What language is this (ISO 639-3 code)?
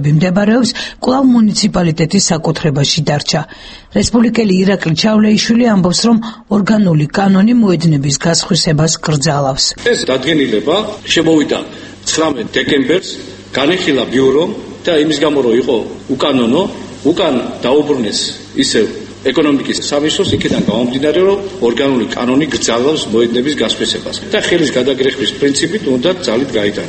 kat